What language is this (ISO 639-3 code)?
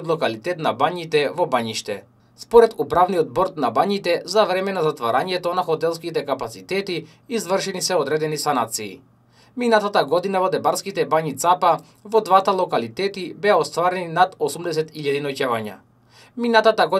mkd